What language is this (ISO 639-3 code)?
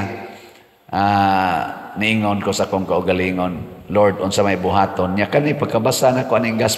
ceb